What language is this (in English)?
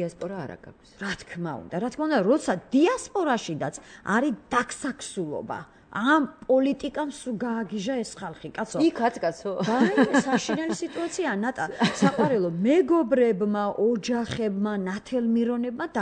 Georgian